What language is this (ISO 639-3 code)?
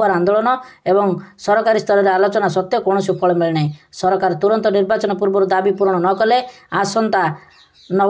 ori